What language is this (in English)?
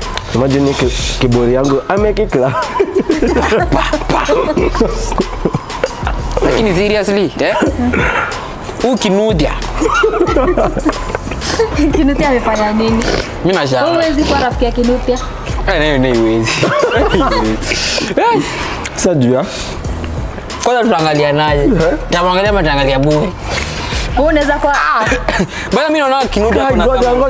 Swahili